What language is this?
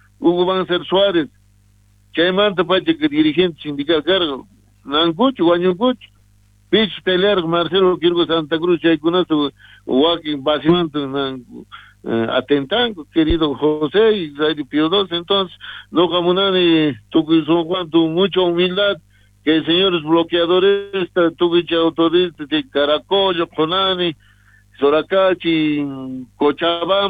South Bolivian Quechua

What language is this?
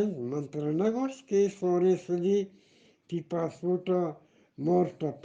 Eastern Balochi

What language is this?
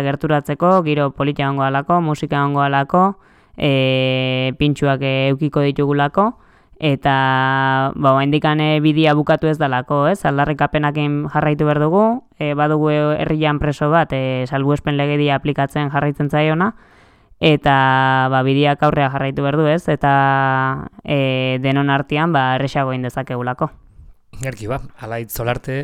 Basque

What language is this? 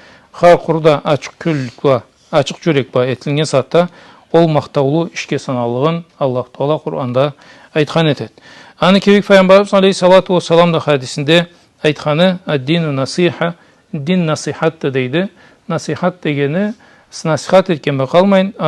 Karachay-Balkar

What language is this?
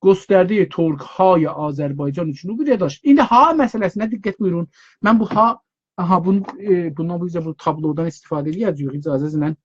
South Azerbaijani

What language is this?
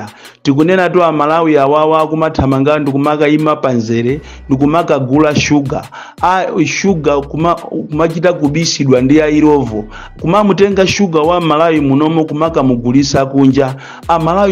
Nyanja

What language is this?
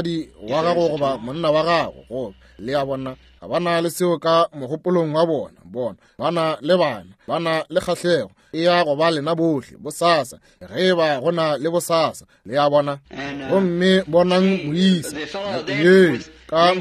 Northern Sotho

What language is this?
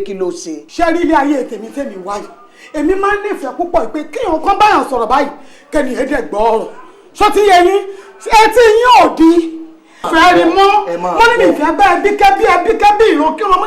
Yoruba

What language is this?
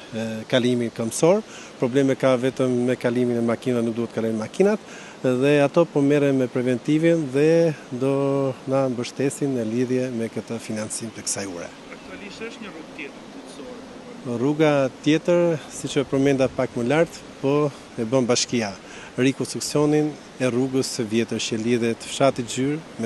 Albanian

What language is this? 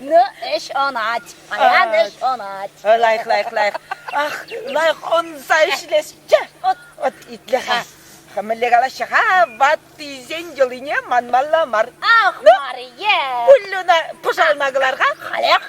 Chuvash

